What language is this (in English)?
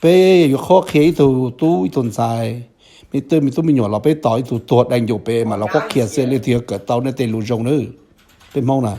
Hmong